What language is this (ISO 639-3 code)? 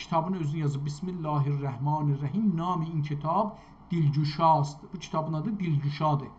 azb